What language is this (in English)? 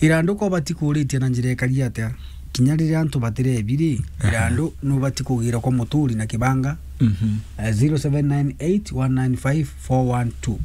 Meru